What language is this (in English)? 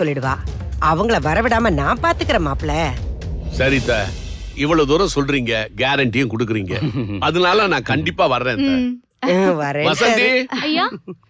Tamil